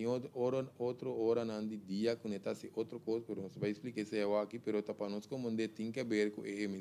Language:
Papiamento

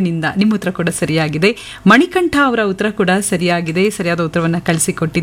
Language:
Kannada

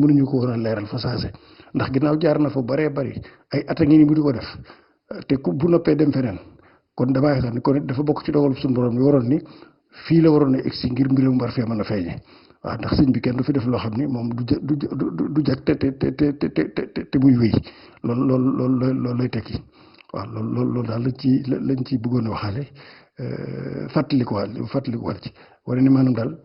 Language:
Wolof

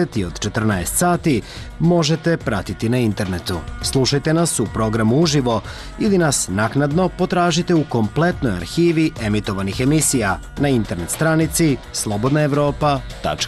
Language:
Serbian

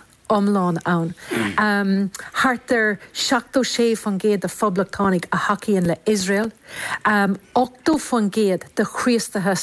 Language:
Irish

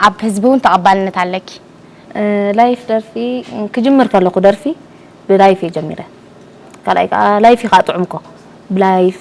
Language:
Tigrinya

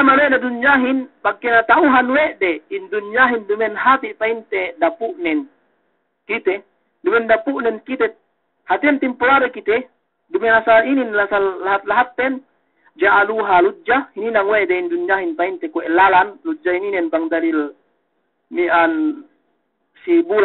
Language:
Yakan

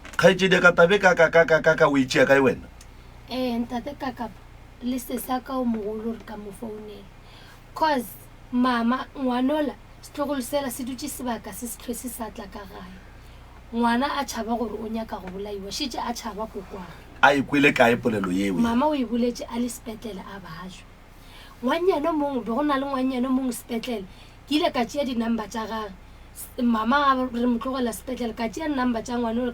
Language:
Northern Sotho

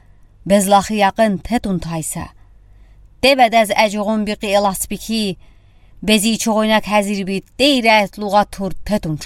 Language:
Udi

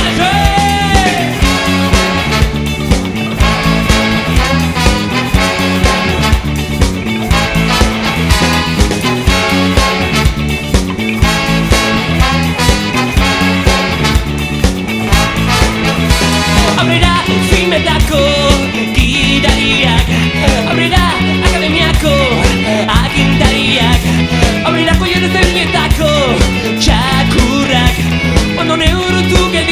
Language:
Basque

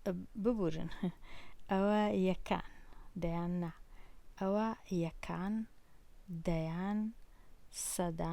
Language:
Central Kurdish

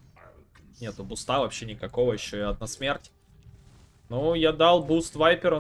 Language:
Russian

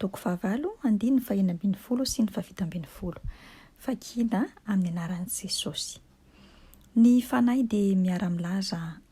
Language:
Malagasy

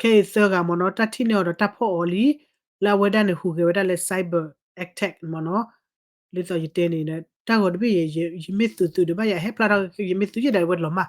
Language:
S'gaw Karen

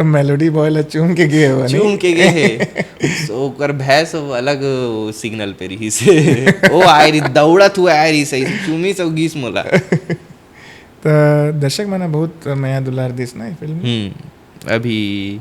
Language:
Chhattisgarhi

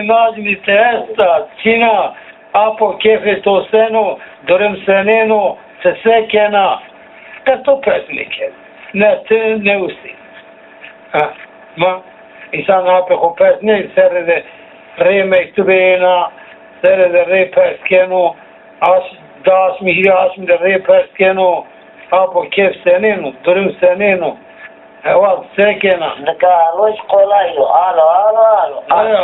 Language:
Zaza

